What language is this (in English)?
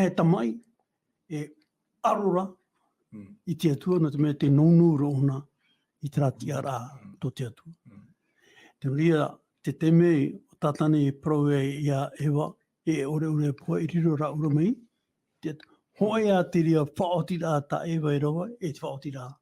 Tahitian